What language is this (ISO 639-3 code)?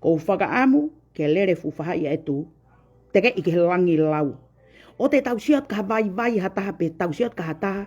ton